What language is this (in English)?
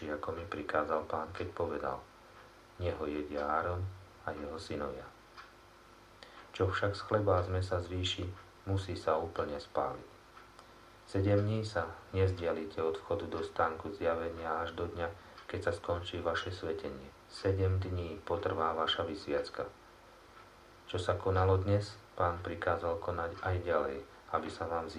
Slovak